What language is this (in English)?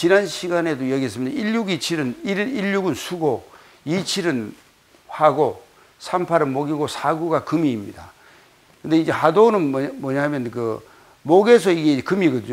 Korean